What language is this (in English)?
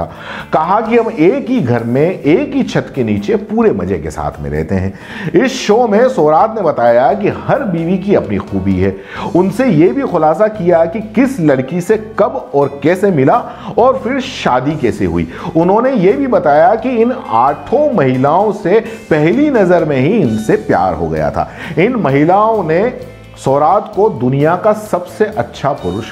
Hindi